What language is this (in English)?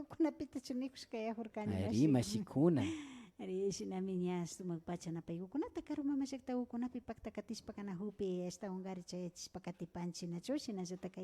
Imbabura Highland Quichua